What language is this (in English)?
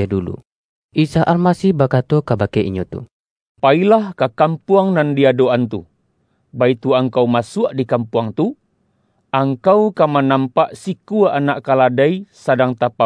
Minangkabau